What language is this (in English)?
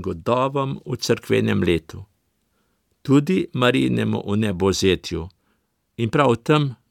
Slovenian